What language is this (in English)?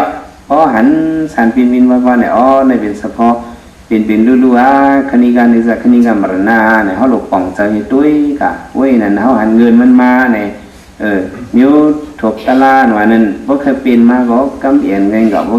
Shan